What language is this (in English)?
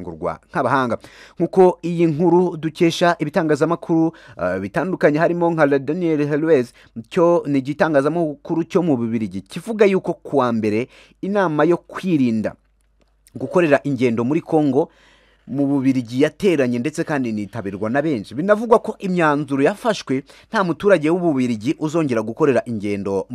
Kinyarwanda